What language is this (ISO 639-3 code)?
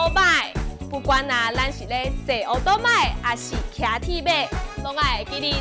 nan